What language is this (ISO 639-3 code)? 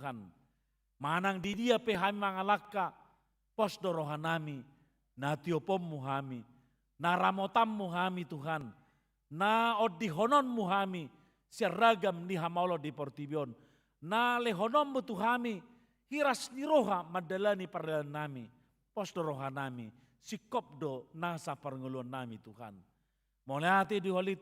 bbc